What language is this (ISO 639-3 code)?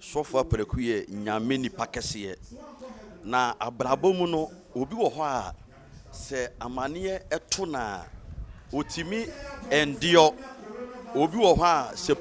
aka